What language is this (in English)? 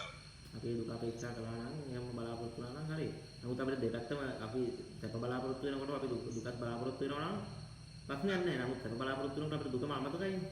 Sinhala